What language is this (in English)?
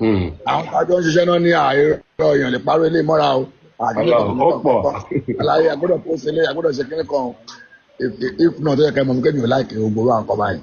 Yoruba